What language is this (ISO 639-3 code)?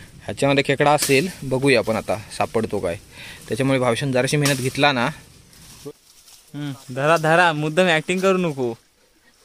mar